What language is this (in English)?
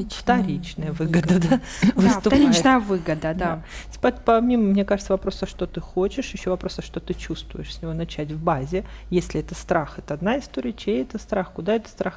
Russian